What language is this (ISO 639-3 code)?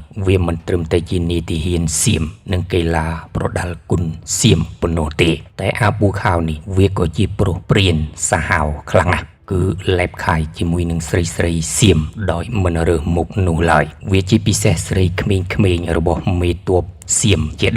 khm